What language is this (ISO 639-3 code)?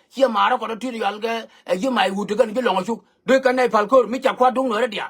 nus